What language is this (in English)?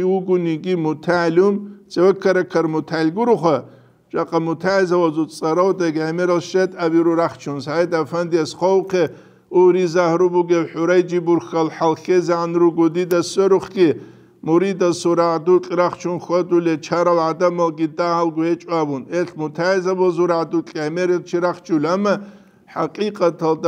Avaric